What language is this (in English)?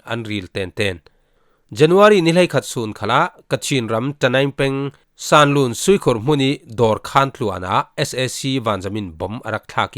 Falam Chin